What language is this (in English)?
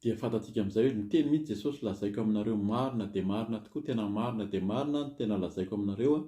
Malagasy